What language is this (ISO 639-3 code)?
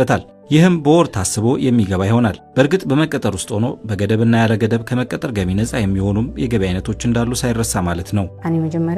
amh